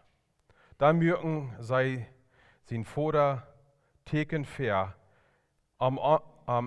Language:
Plautdietsch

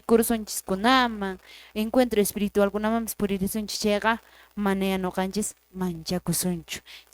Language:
Quechua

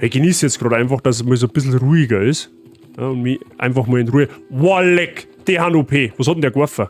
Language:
Bavarian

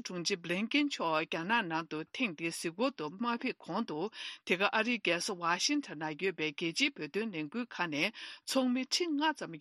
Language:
Tibetan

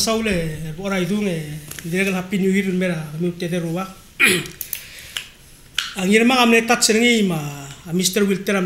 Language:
Palauan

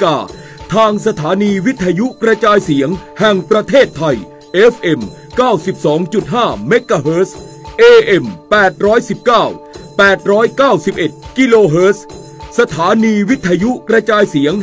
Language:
Thai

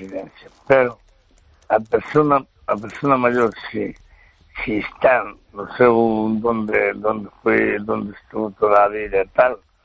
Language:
Galician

